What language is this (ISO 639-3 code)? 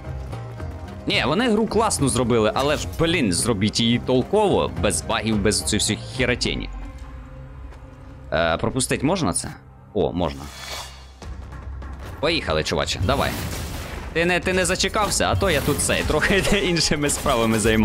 ukr